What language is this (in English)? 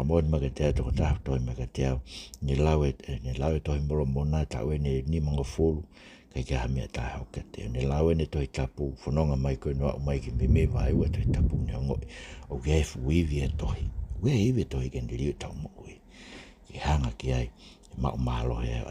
Tongan